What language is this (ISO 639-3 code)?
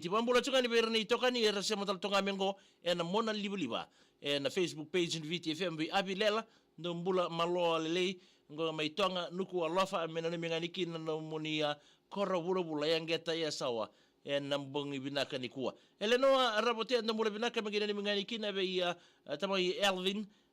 fij